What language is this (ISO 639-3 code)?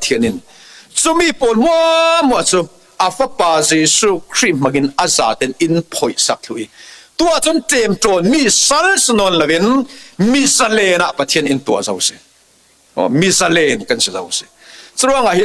cfm